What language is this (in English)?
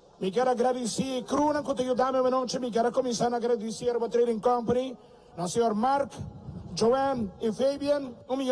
Papiamento